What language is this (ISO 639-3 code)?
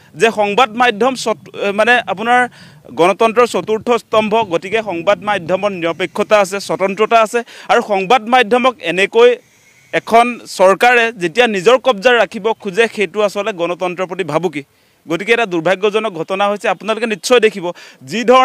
asm